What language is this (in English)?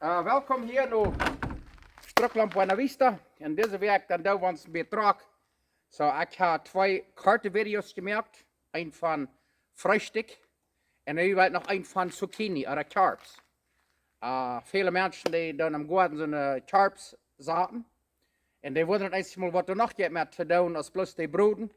Plautdietsch